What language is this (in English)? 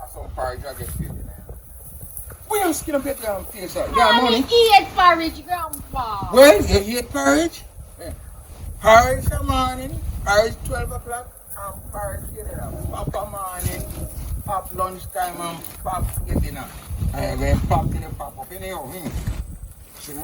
Jamaican Creole English